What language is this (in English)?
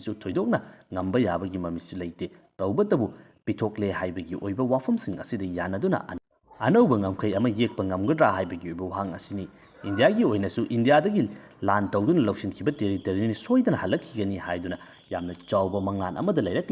Manipuri